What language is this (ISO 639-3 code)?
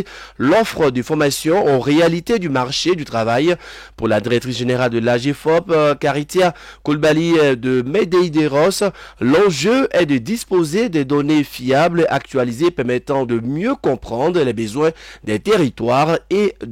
fra